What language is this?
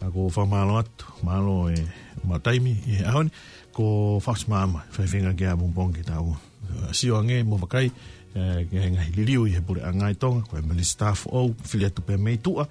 Tongan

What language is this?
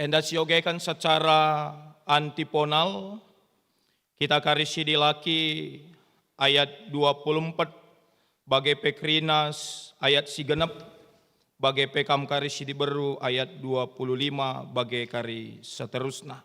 Batak Karo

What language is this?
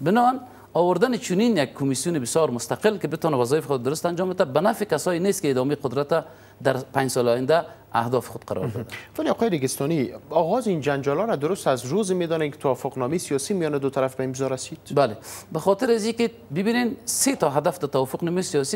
Persian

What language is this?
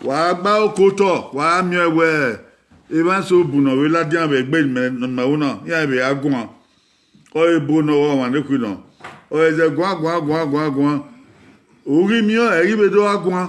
Bini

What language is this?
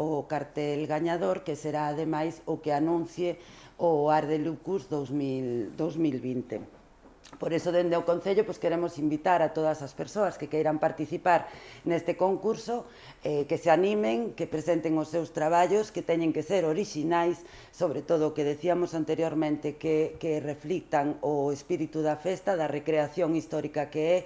Galician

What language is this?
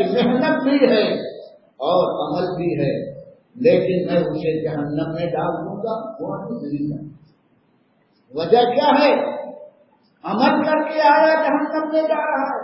Urdu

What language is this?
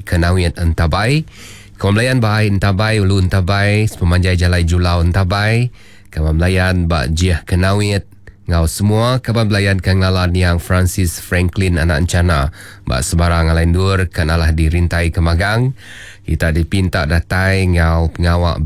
Iban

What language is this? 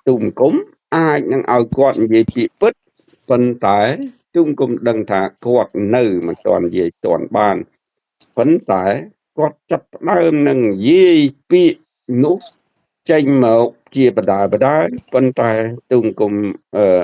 Khmer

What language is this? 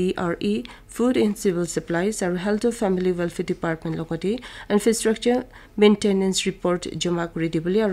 Naga Pidgin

